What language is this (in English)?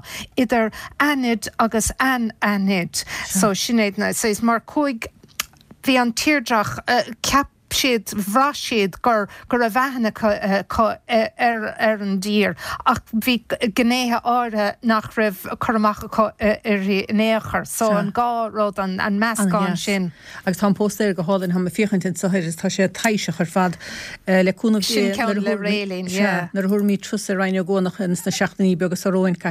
Irish